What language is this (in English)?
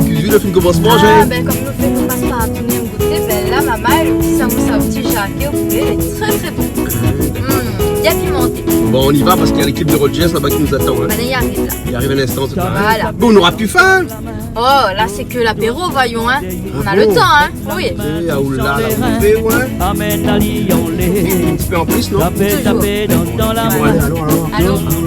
Réunion Creole French